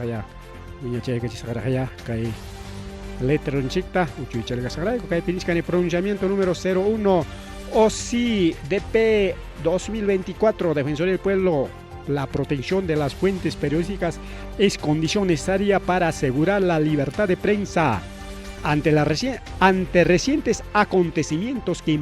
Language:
Ayacucho Quechua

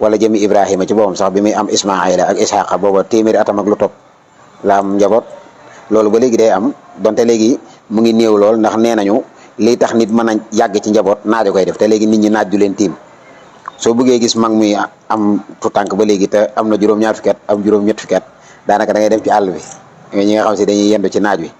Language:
Wolof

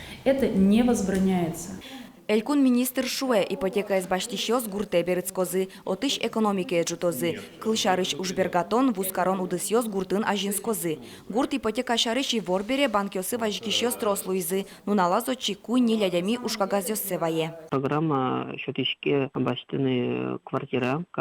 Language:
Udmurt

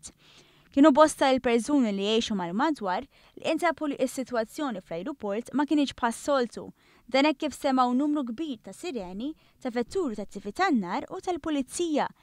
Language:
Maltese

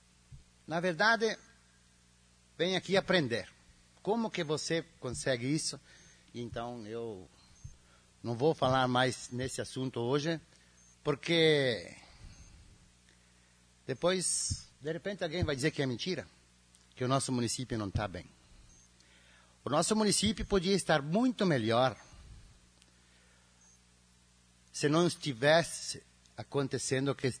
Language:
Portuguese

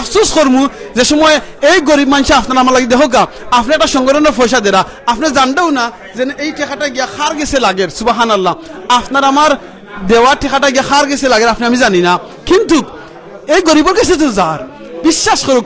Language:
Sylheti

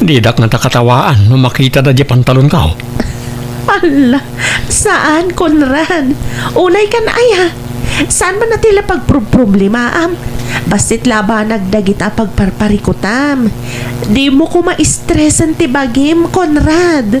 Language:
Iloko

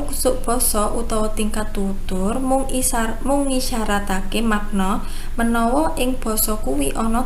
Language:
Javanese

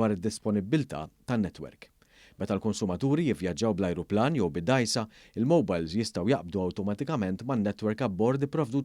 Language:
Maltese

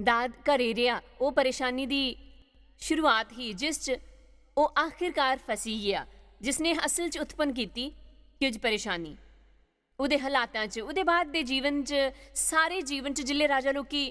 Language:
Dogri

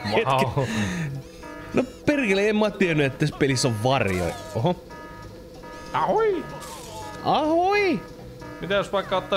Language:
Finnish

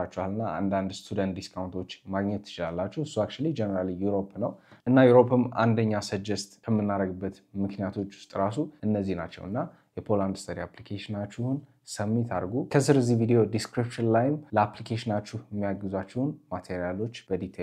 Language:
Amharic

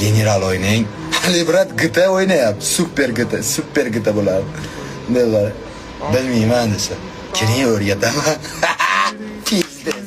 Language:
Uzbek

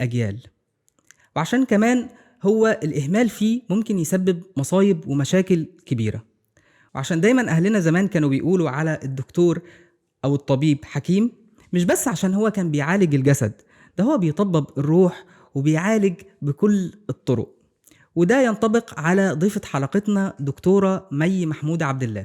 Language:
Egyptian Arabic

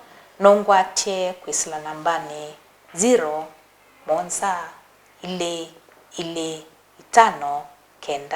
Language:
Kamba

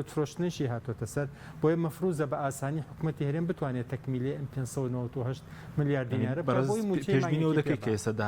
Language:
Central Kurdish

